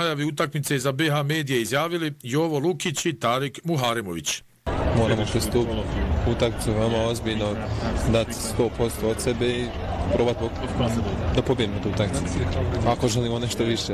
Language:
Bosnian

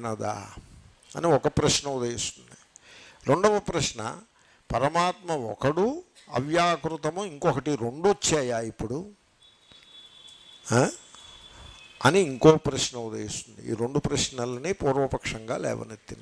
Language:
Telugu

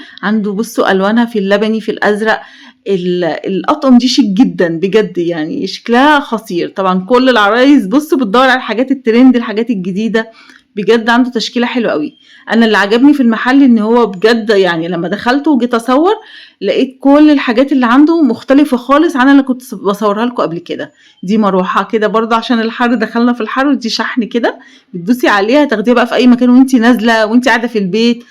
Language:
Egyptian Arabic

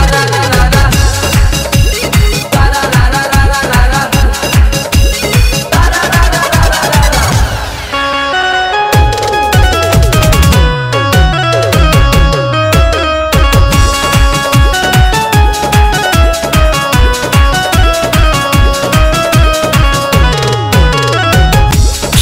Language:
Bhojpuri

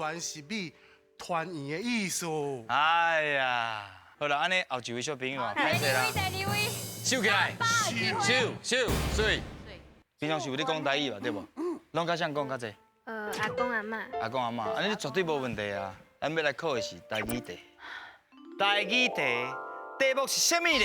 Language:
Min Nan Chinese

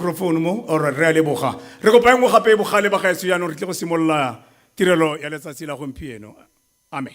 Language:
Tswana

